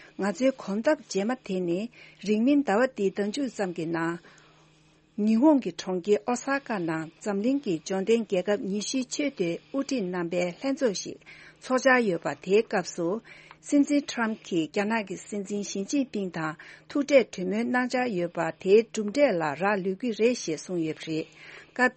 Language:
Tibetan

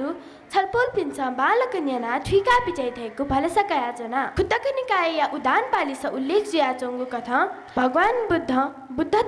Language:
Newari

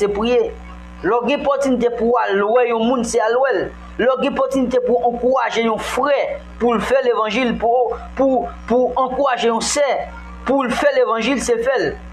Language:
Haitian Creole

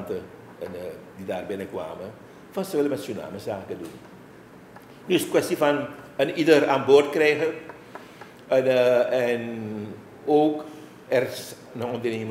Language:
Dutch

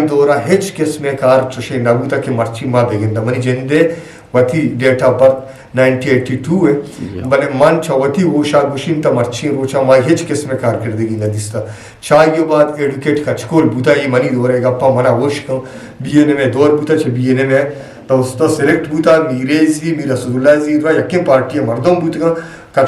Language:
Eastern Balochi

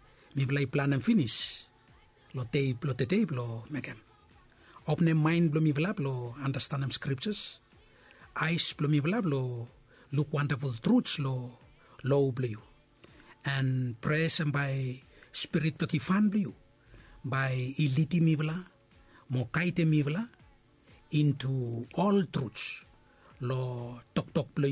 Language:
Bislama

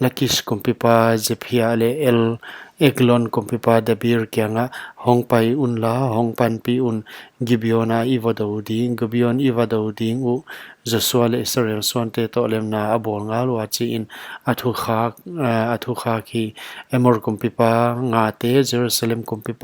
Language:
Paite Chin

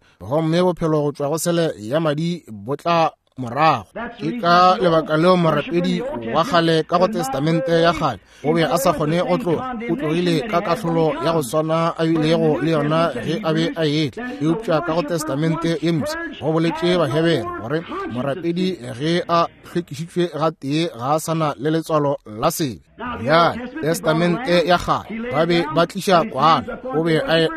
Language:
Northern Sotho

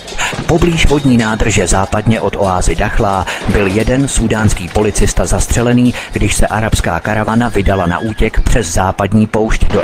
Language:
Czech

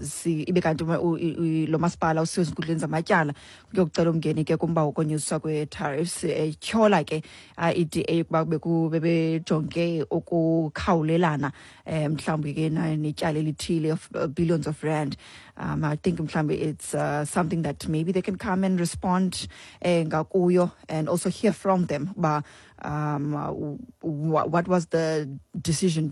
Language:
Xhosa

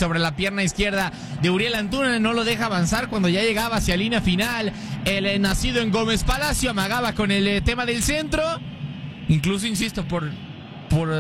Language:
Spanish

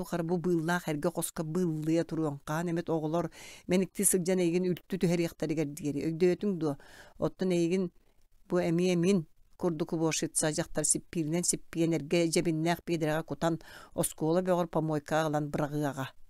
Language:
Yakut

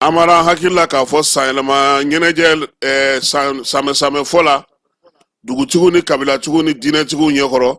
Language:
Bambara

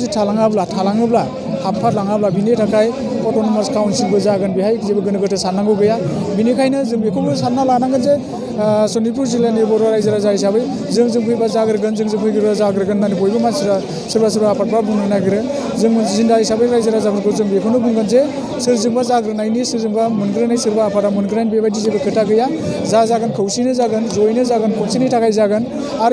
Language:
Bodo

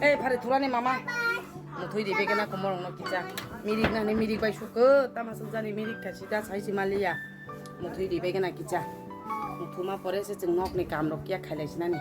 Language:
Kok Borok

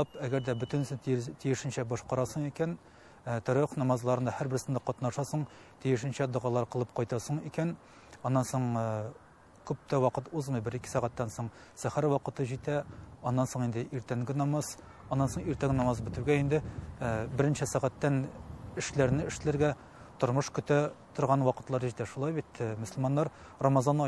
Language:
Tatar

